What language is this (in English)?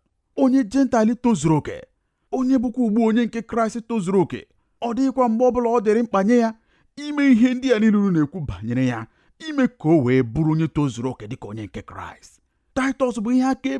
Igbo